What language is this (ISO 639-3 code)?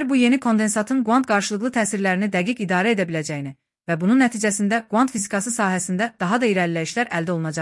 aze